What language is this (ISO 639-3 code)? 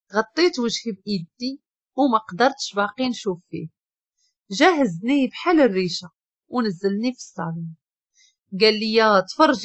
ary